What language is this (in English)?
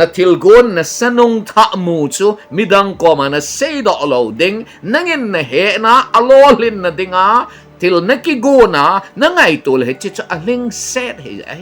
Thado Chin